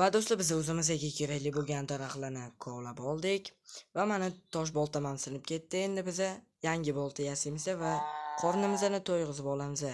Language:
Uzbek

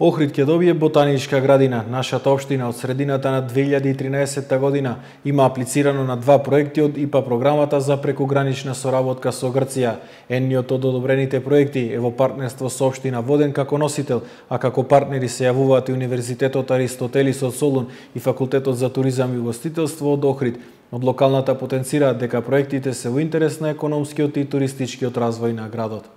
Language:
Macedonian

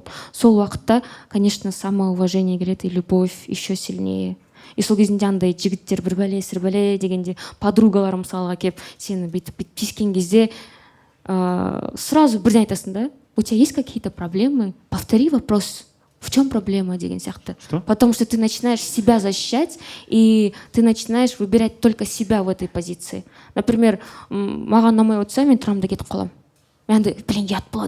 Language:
Kazakh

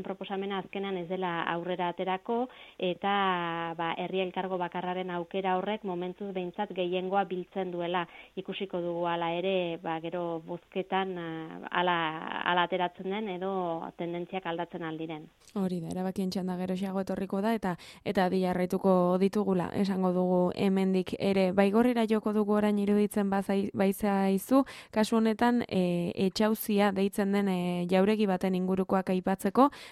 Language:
Basque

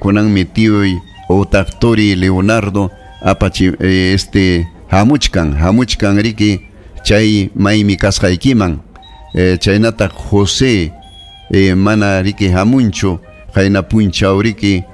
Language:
Ayacucho Quechua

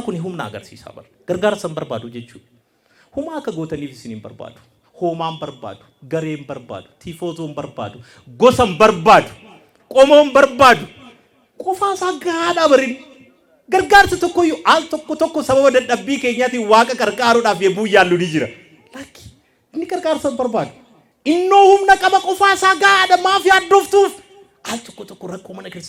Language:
Oromo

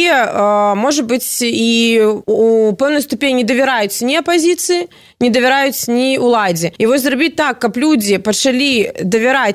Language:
Belarusian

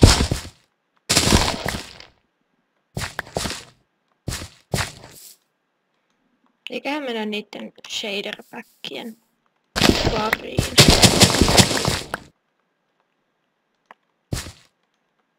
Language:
Finnish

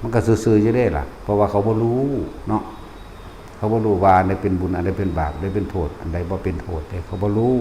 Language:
Northeastern Thai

